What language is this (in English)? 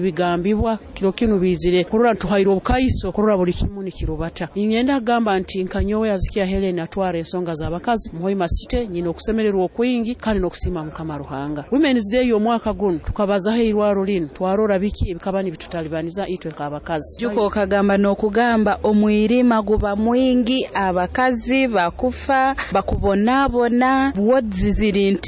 Nyoro